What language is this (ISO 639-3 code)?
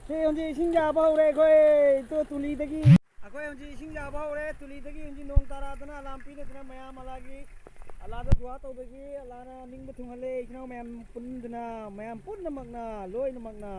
mni